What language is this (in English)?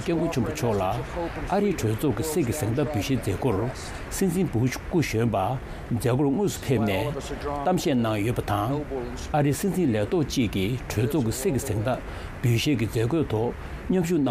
Tibetan